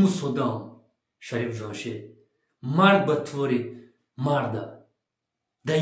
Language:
Tajik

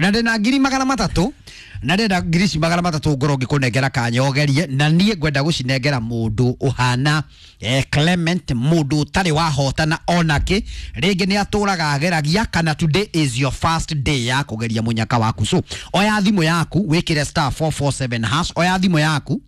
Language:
Kikuyu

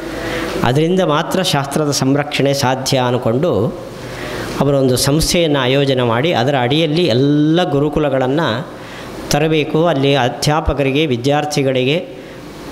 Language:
Kannada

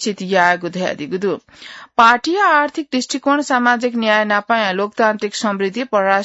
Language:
Newari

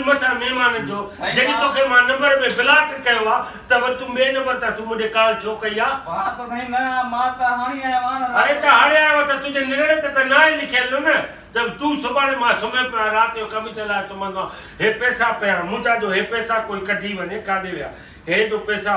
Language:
Sindhi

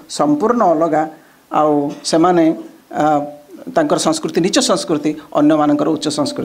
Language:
Odia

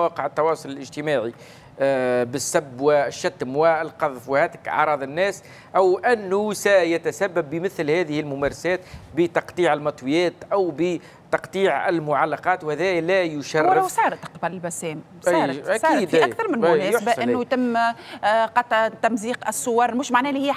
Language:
Tunisian Arabic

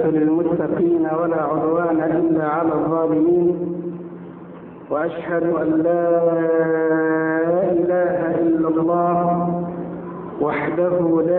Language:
Arabic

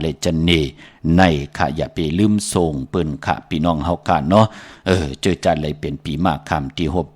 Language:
Shan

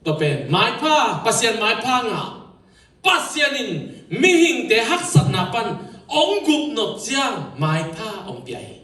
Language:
Tedim Chin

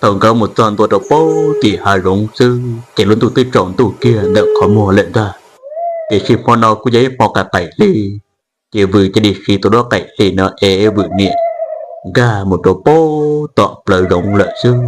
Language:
Hmong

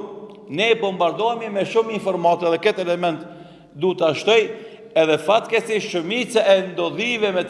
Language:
Albanian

